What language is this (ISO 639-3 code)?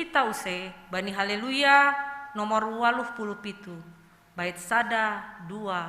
bts